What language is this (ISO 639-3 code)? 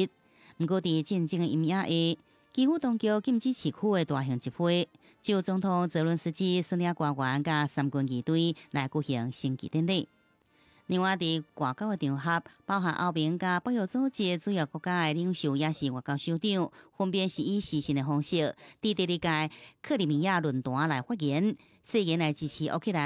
nan